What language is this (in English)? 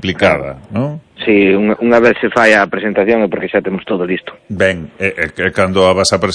Galician